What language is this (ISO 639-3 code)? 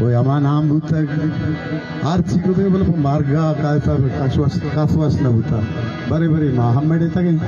bal